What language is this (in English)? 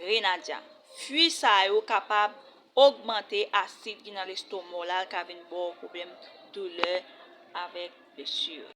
Haitian Creole